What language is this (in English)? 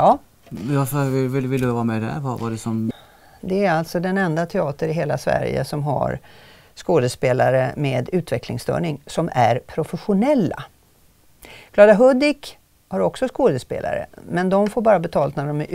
Swedish